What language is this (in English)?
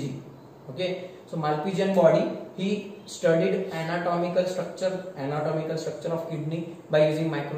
Hindi